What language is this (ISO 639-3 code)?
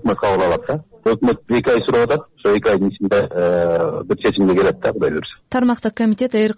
kir